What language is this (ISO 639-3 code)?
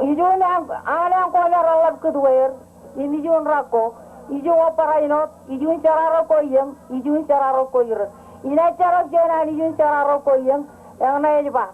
mah